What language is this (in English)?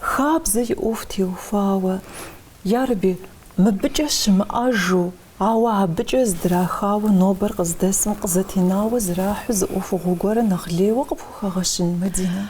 Kabardian